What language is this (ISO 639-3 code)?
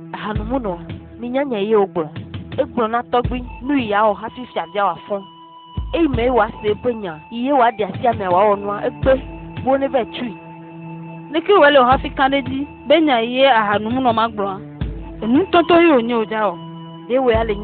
ewe